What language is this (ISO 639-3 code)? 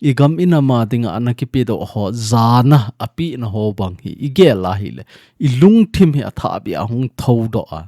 tcz